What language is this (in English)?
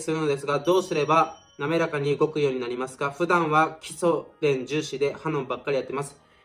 Japanese